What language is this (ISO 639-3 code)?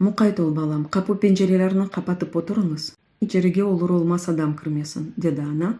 crh